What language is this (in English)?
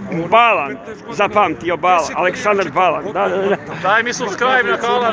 Serbian